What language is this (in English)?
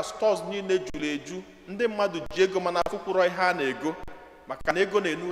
Igbo